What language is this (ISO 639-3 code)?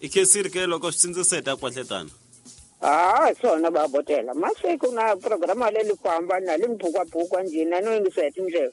tso